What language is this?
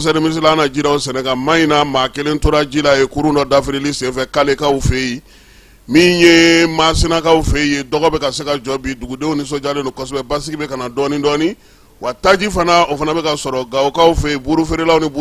Bambara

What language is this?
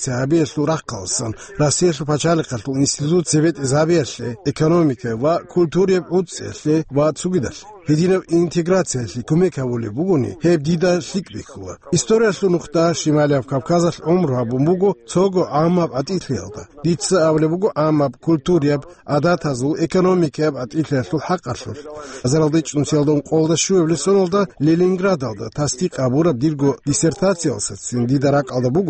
Avaric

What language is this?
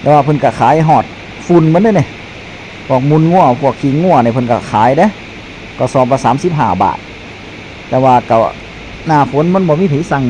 Northeastern Thai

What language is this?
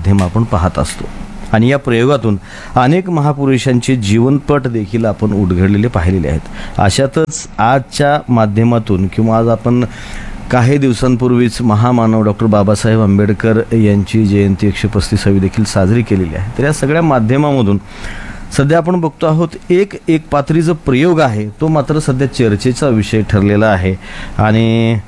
Marathi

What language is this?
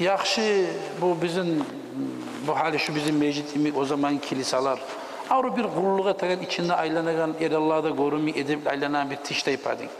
Kumyk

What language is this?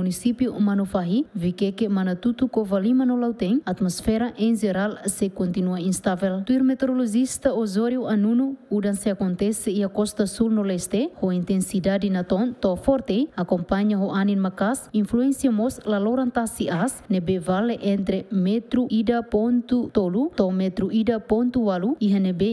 Tetum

